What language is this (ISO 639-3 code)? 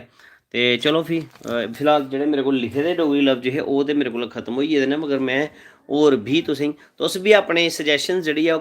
doi